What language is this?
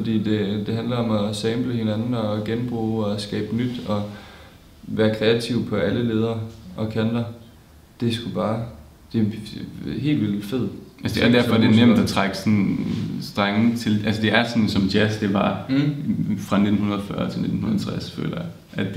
Danish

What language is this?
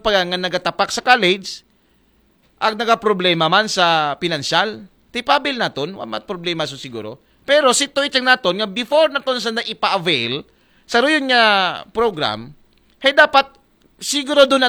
Aklanon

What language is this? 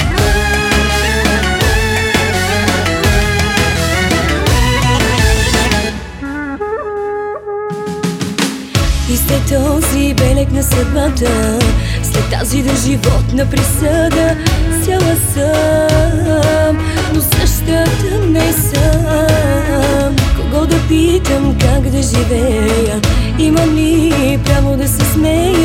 Bulgarian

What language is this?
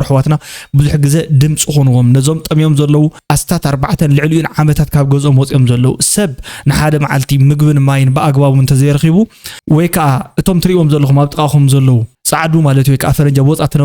Tigrinya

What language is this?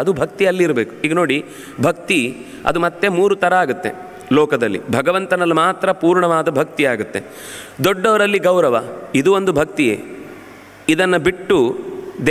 Kannada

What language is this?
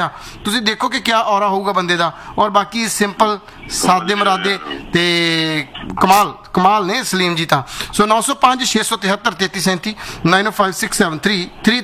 Punjabi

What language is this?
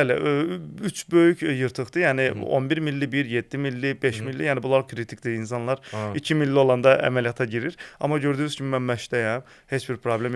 Azerbaijani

